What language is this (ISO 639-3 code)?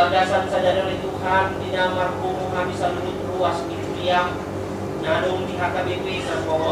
bbc